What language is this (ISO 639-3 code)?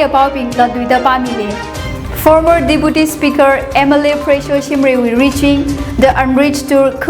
nmf